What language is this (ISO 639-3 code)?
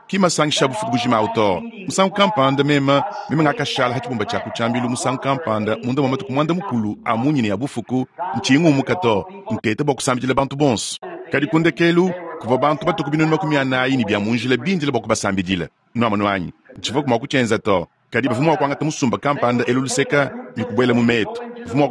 lua